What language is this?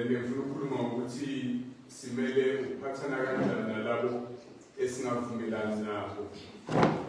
Zulu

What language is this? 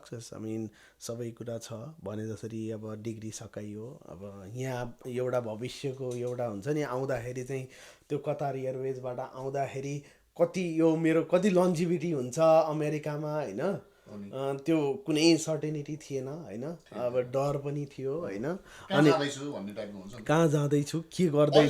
Nepali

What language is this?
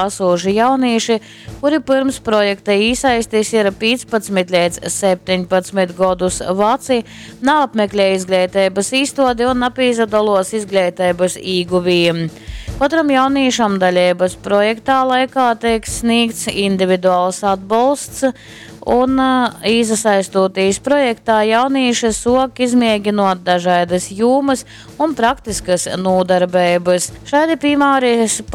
Latgalian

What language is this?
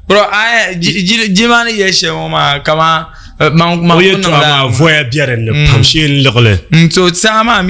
Dagbani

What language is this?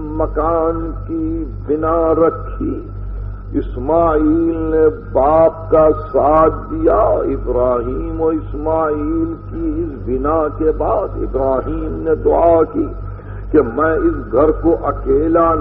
Urdu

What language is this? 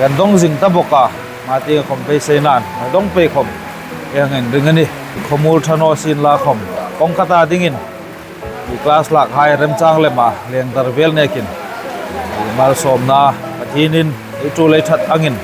Hmar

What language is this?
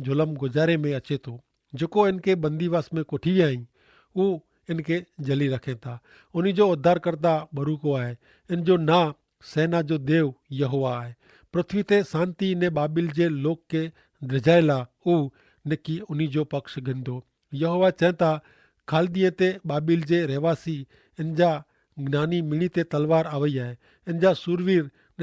Kachhi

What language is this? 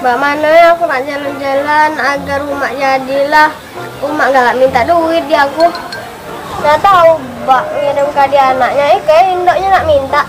Musi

